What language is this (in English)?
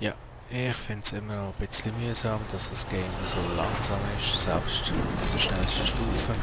Swiss German